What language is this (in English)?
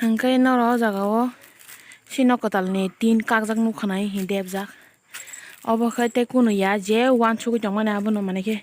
Kok Borok